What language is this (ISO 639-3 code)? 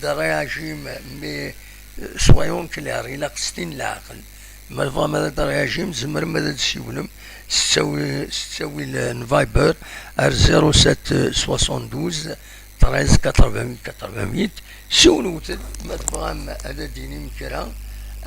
kab